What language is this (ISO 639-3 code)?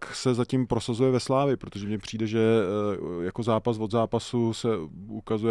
ces